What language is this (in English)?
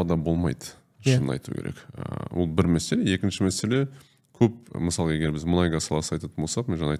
Kazakh